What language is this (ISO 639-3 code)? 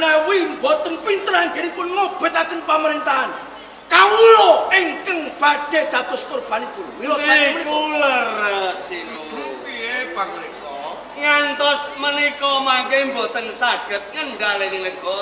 jav